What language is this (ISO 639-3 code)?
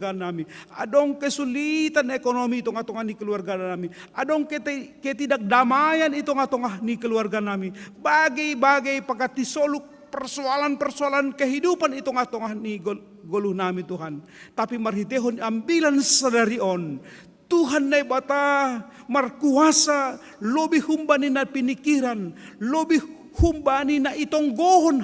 bts